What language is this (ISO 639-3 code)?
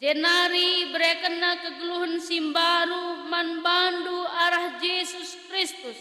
btx